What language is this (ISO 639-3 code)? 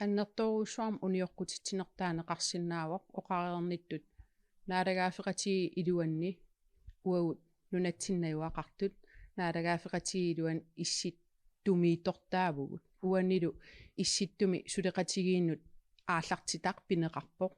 kal